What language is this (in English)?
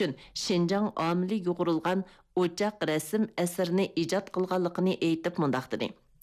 Uyghur